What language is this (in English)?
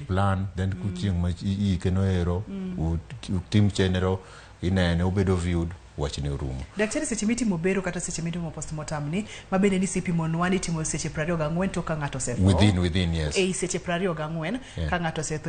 Luo (Kenya and Tanzania)